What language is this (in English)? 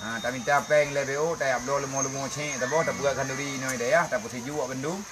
Achinese